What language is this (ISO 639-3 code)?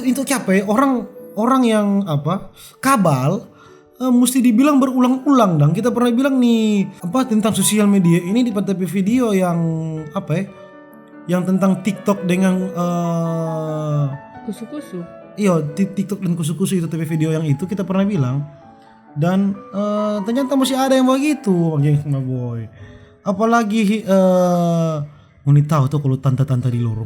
xmm